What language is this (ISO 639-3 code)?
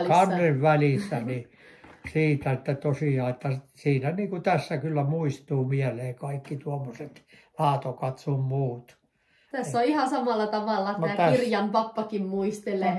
fin